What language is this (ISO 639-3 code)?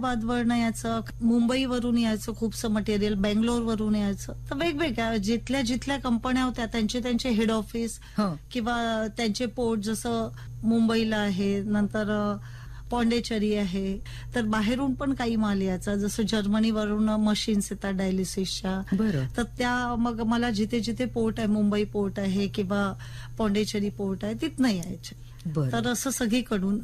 mar